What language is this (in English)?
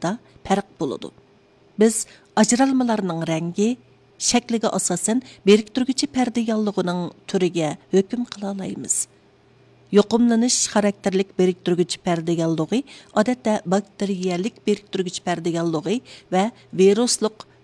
Uyghur